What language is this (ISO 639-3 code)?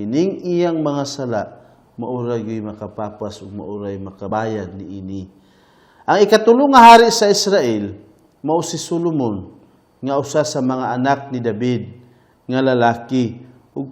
ceb